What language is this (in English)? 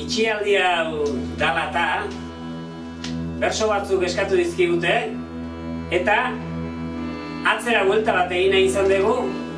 Basque